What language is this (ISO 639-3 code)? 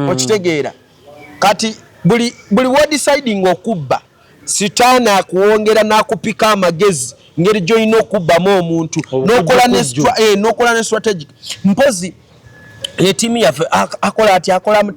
lug